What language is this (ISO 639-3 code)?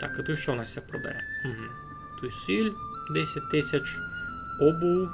rue